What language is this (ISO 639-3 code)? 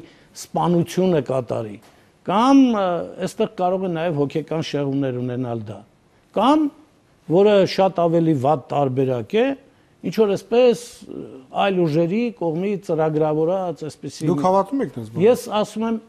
hye